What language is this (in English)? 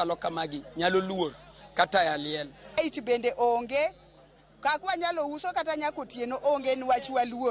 Luo (Kenya and Tanzania)